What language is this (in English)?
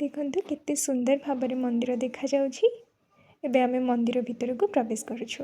Odia